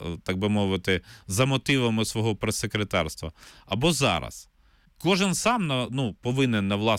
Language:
Ukrainian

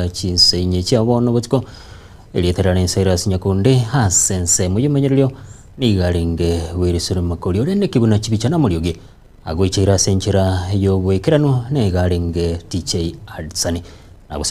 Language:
Gusii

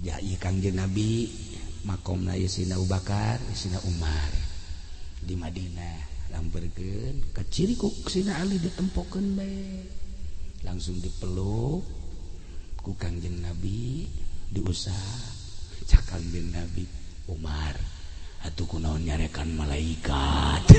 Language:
Sundanese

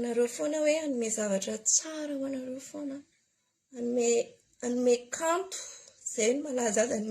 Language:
Malagasy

